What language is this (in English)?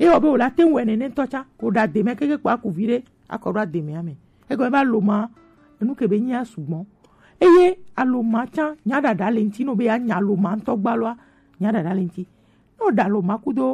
Gen